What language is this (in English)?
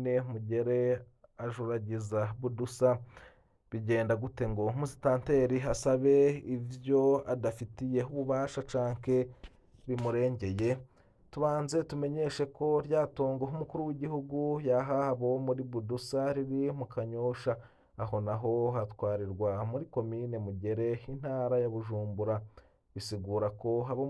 Rundi